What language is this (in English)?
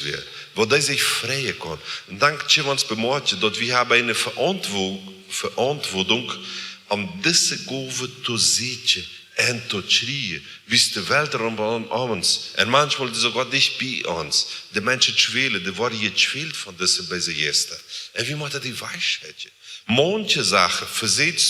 Plautdietsch